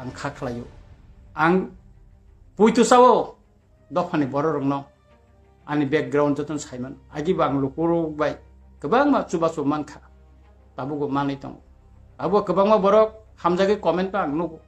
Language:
Kok Borok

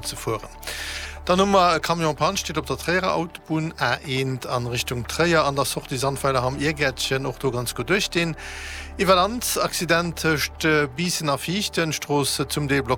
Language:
Luxembourgish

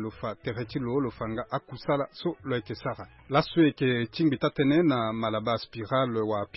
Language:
Sango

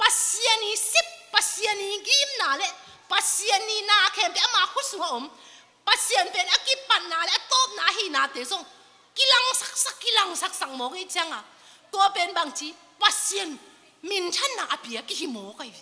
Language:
Tedim Chin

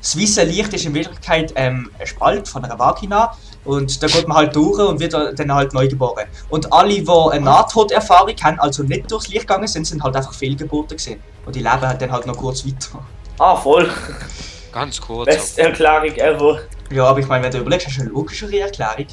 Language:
Swiss German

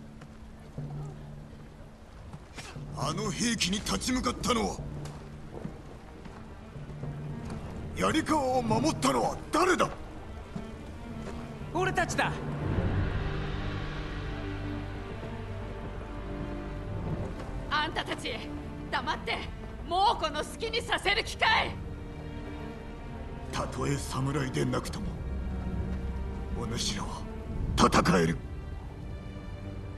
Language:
Japanese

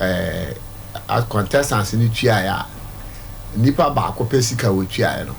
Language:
Akan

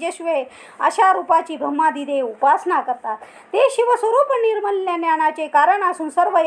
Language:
Marathi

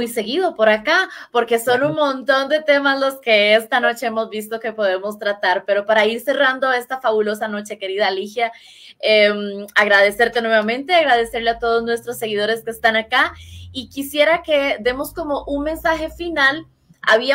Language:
Spanish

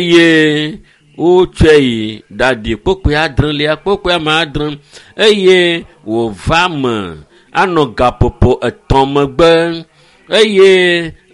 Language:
Ewe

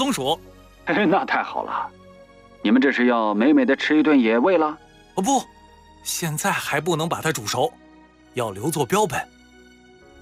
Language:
Chinese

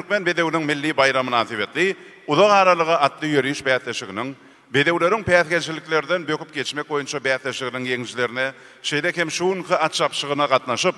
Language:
Turkmen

